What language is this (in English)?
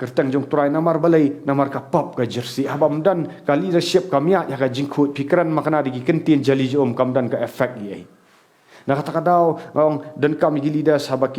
Khasi